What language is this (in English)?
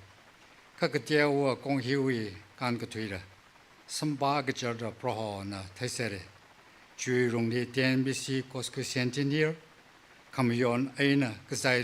Tangkhul Naga (India)